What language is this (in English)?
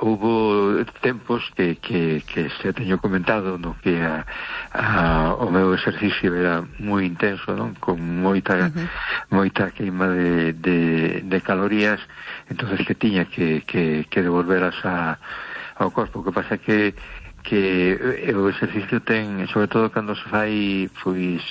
Galician